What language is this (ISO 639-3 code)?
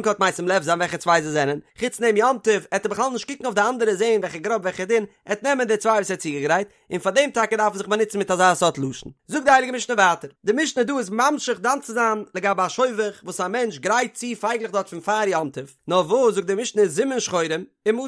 yid